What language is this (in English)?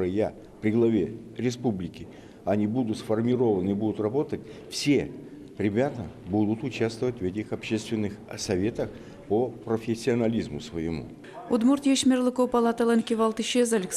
Udmurt